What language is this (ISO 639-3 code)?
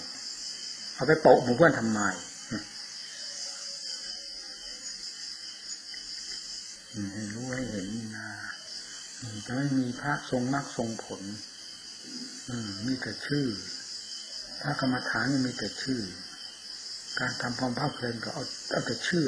tha